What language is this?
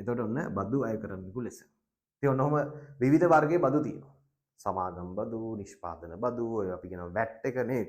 Sinhala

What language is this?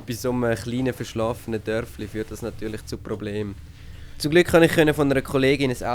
Swiss German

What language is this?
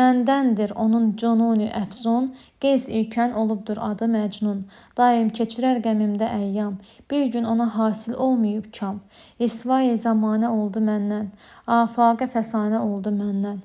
Azerbaijani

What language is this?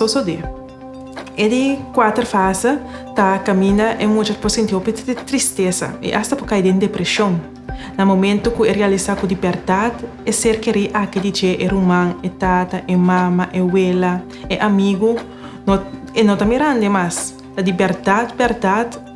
Papiamento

